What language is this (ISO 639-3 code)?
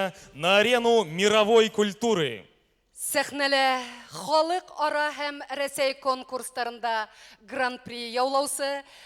bak